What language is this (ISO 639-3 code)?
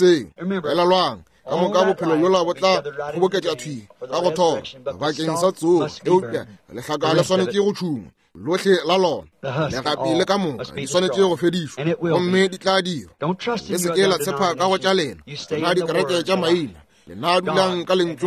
nso